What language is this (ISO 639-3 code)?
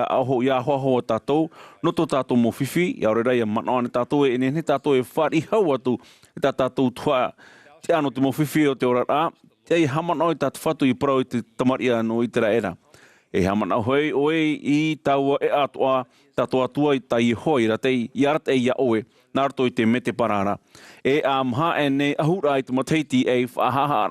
tah